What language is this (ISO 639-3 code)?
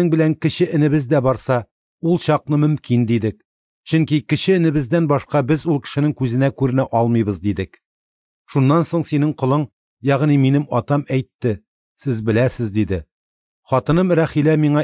tat